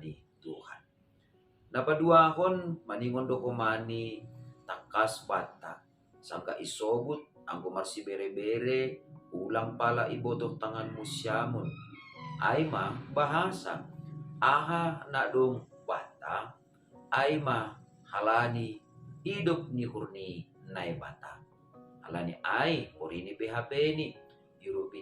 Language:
Batak Simalungun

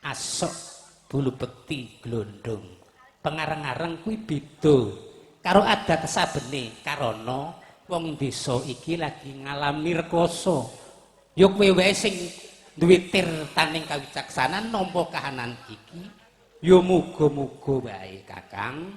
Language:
Javanese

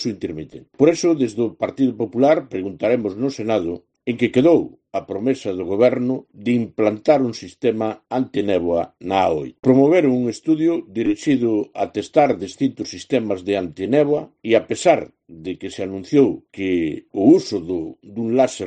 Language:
Galician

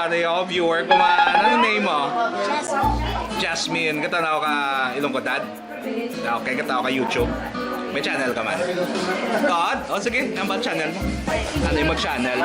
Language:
Hiligaynon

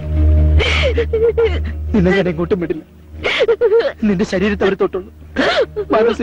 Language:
Malayalam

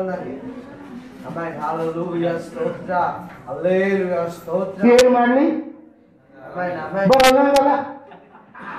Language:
Kannada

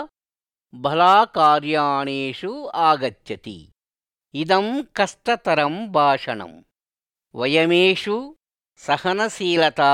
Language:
Sanskrit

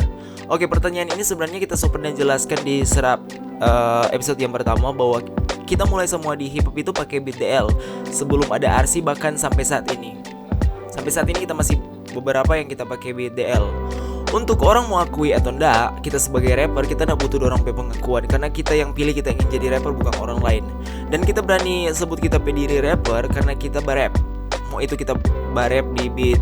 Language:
Manado Malay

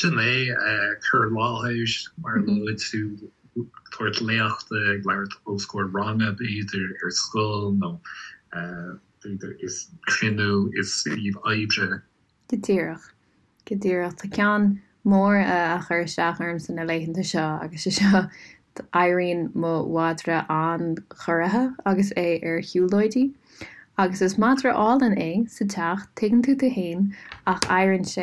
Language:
Irish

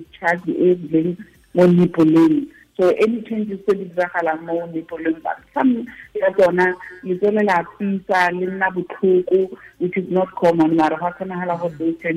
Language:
Tswana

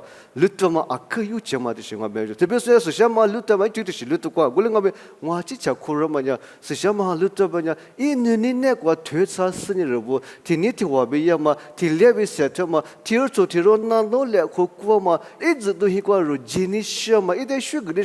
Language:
Lisu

